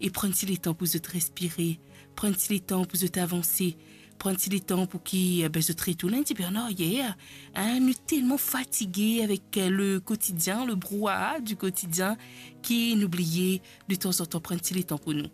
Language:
Morisyen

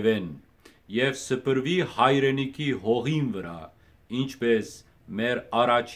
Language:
Western Armenian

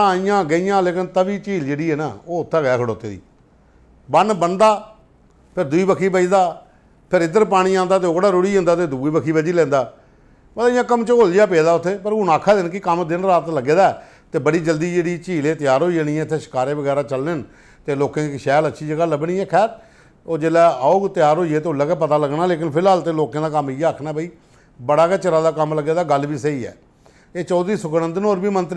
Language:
Dogri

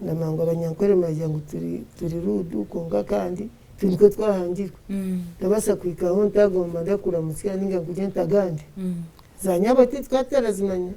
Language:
Nyankole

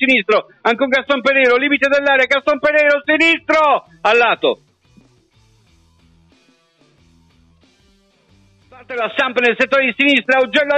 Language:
Italian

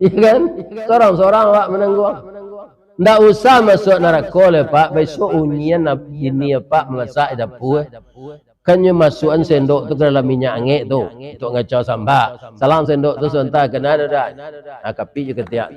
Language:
Minangkabau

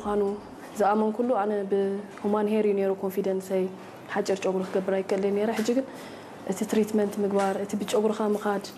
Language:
Tigrinya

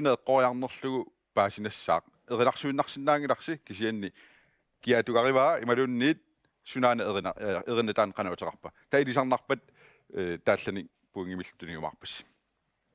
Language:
Kalaallisut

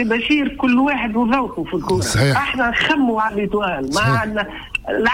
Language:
Tunisian Arabic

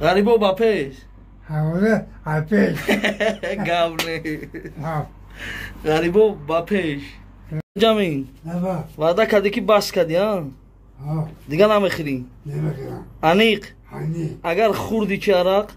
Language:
Tajik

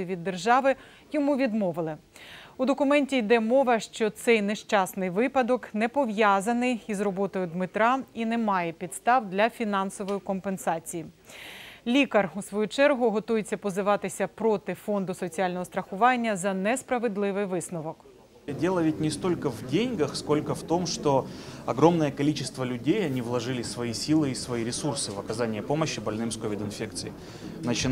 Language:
Ukrainian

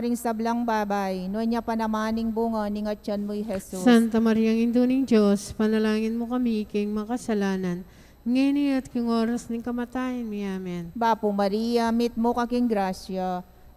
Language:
Pampanga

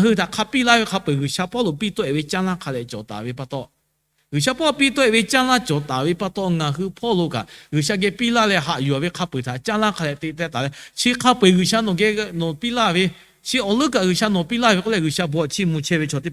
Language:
Lahu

